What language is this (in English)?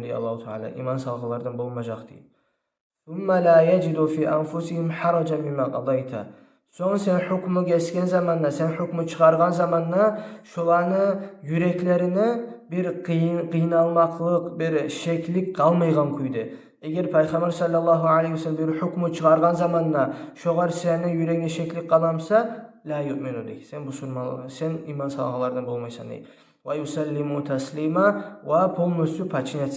Kumyk